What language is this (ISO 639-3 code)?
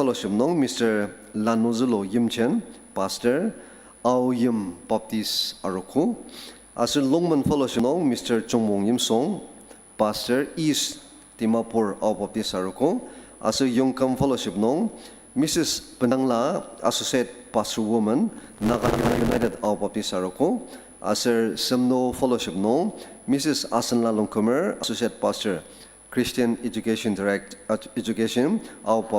njo